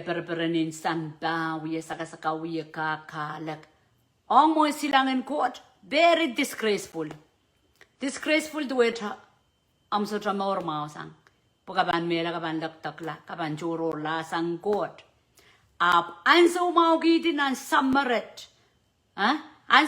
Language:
Pohnpeian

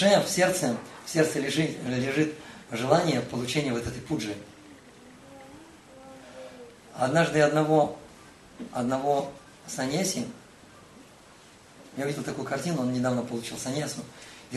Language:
Russian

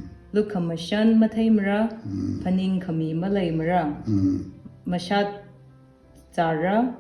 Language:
Tangkhul Naga (India)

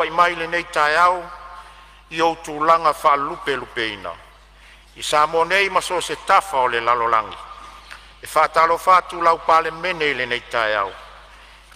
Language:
Samoan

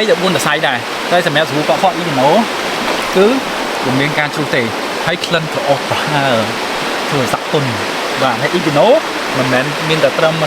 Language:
Khmer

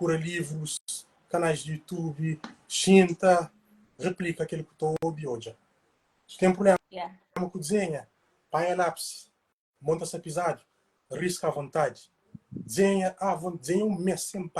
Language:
Kabuverdianu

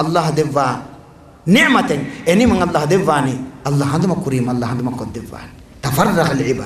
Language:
Divehi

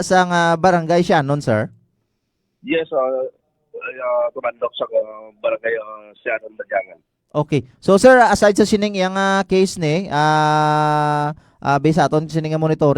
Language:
Hiligaynon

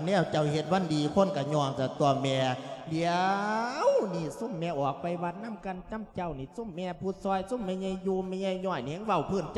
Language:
Lao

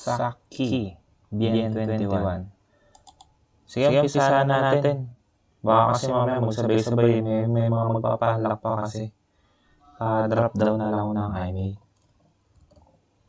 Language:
Filipino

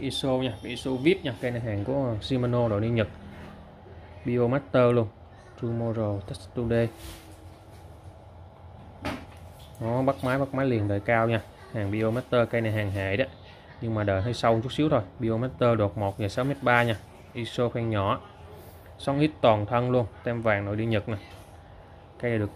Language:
Vietnamese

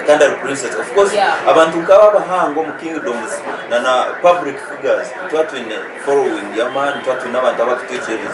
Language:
Nyankole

